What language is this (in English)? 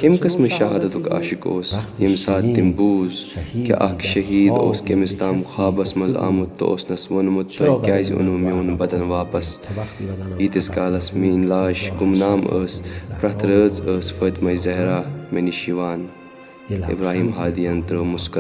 Kashmiri